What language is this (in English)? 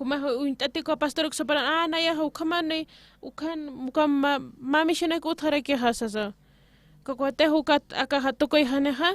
Aymara